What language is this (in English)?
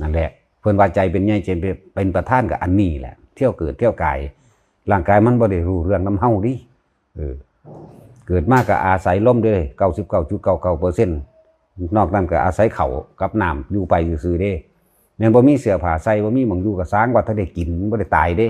Northeastern Thai